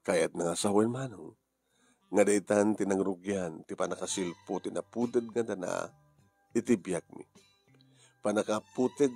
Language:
Iloko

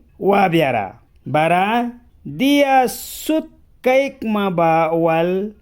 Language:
Mískito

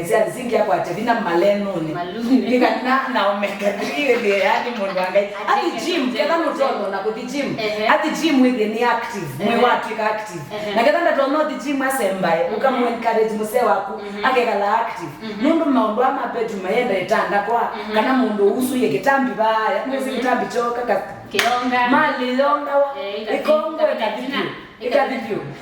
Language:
Kamba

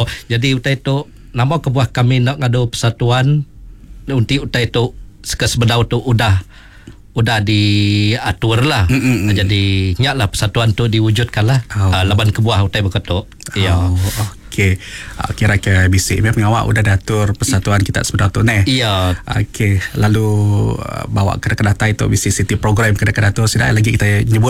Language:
Iban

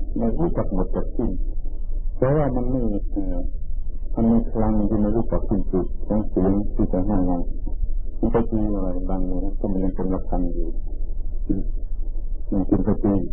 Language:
Thai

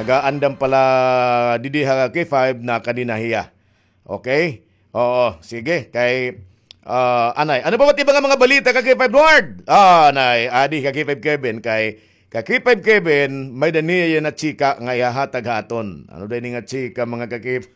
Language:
Waray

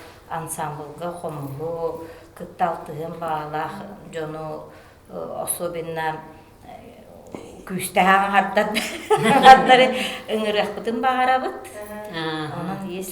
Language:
Yakut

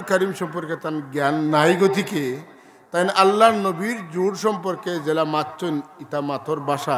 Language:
Sylheti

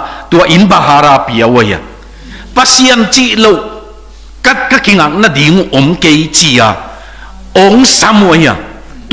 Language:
Tedim Chin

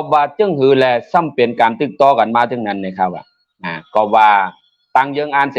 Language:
Shan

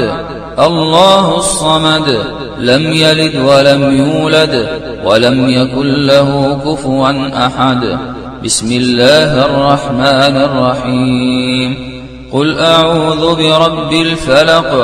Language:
Arabic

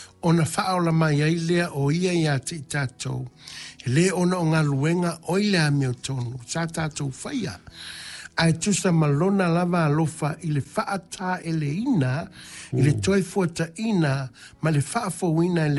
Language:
Samoan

